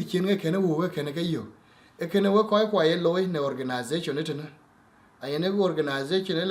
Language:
Dinka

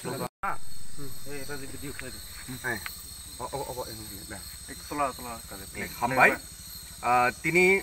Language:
Kok Borok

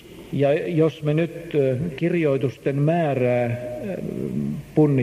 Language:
Finnish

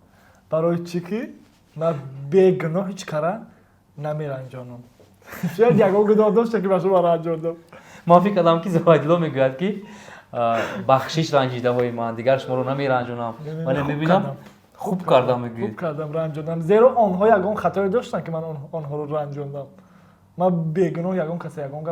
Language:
Tajik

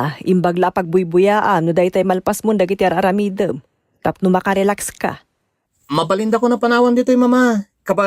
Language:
Iloko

